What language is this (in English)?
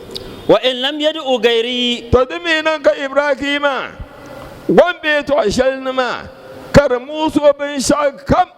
Dagbani